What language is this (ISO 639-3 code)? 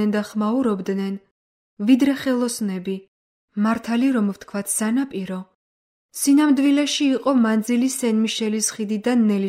kat